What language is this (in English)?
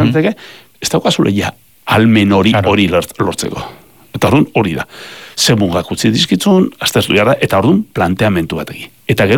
Basque